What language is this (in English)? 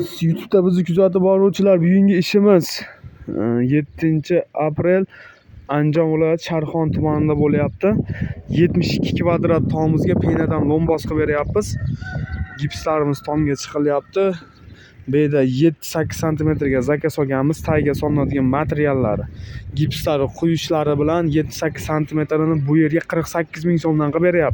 Uzbek